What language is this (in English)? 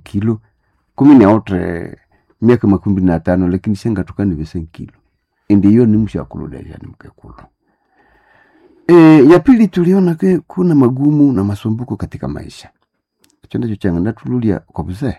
Nande